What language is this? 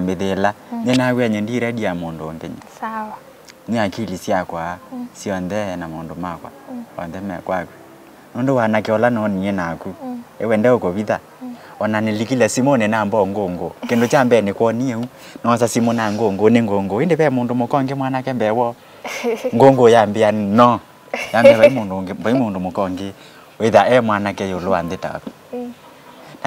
Kamba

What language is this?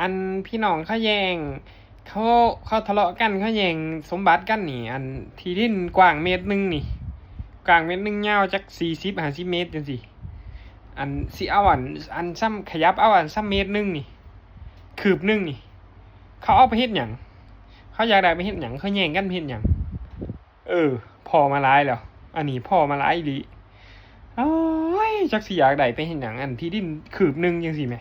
Northeastern Thai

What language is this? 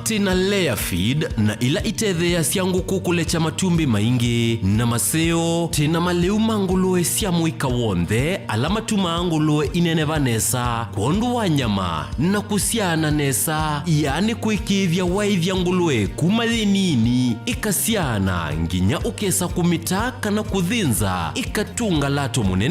Kamba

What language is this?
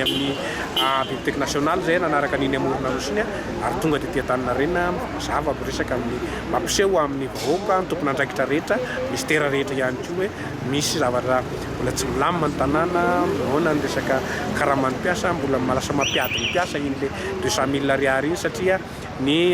Malagasy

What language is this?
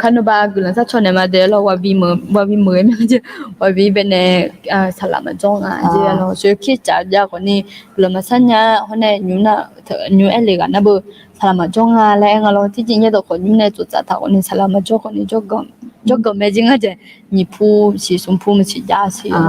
Akha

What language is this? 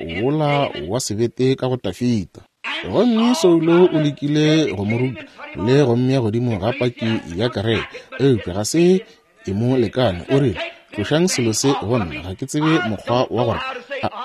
Northern Sotho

